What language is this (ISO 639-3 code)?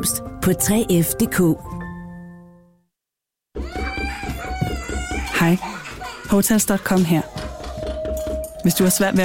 dan